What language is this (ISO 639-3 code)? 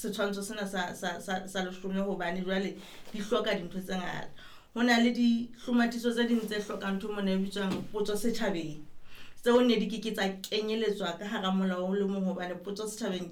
sot